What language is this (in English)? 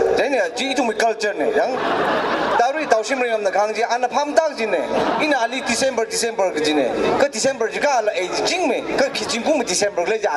Tangkhul Naga (India)